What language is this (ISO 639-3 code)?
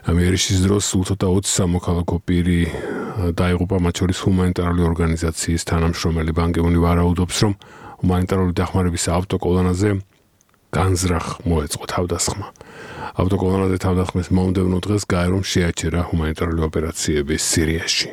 kat